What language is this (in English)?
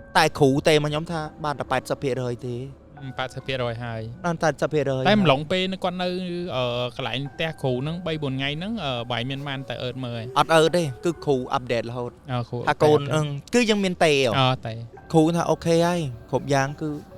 Khmer